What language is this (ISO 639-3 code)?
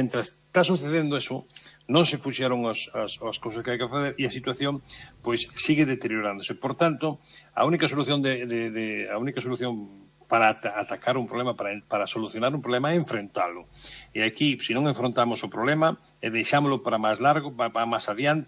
glg